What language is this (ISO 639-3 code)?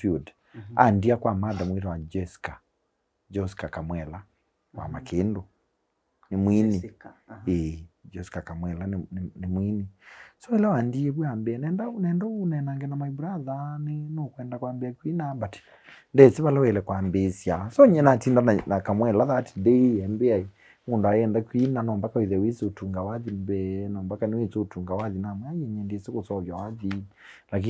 kam